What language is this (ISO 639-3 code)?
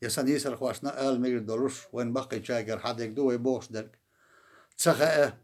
che